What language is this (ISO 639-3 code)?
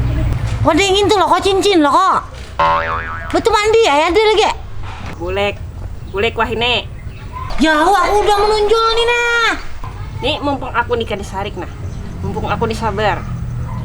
bjn